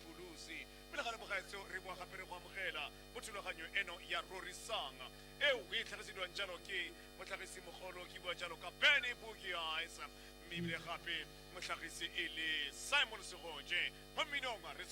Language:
Tswana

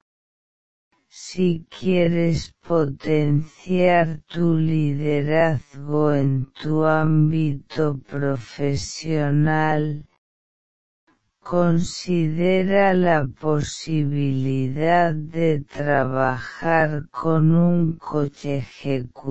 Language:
Spanish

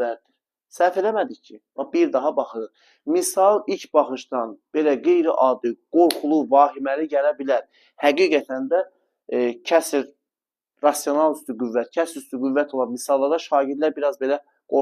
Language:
Azerbaijani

